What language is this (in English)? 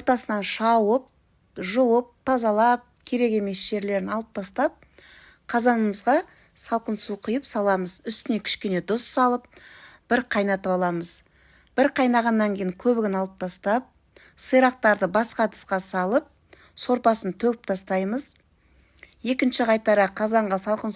Kazakh